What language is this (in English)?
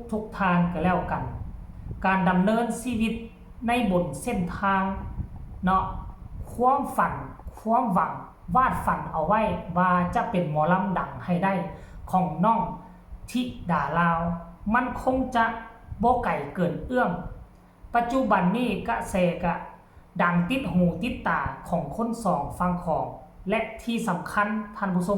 Northeastern Thai